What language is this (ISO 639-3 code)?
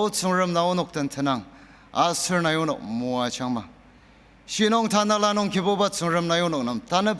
njo